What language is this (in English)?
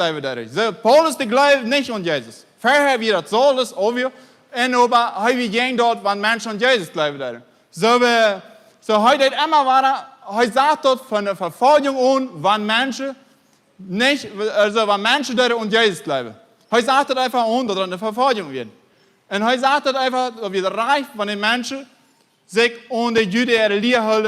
Plautdietsch